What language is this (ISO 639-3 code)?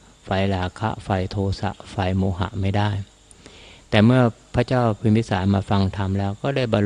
tha